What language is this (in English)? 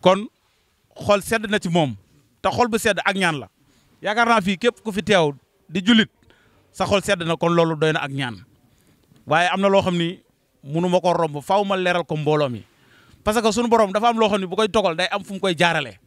Wolof